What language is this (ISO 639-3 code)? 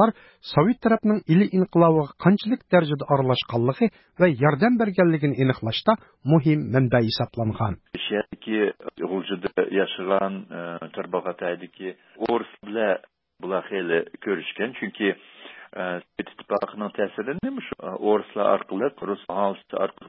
uig